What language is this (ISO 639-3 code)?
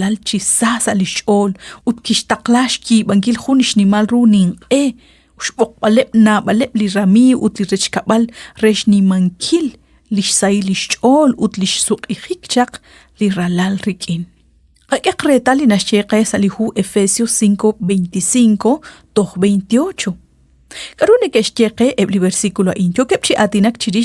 kek